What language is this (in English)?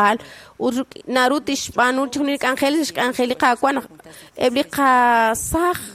Kekchí